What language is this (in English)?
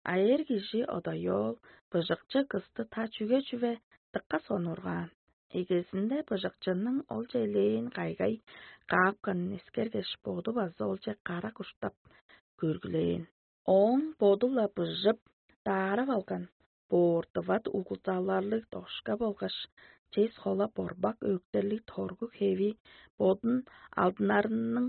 Tuvinian